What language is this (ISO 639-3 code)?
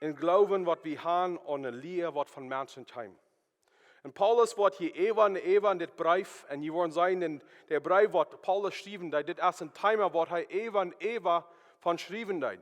pdt